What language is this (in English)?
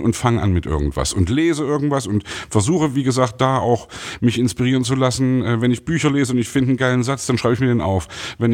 German